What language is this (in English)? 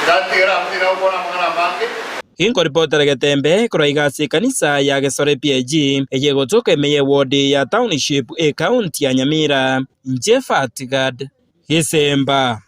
Gusii